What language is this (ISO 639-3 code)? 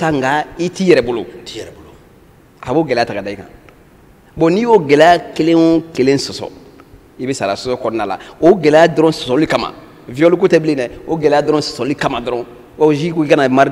bam